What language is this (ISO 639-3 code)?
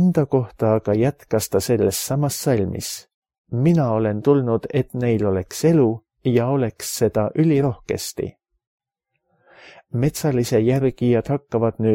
est